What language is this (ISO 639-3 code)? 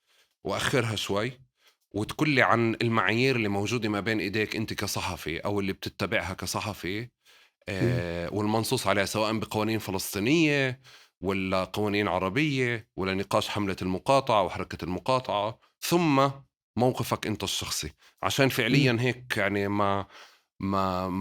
apc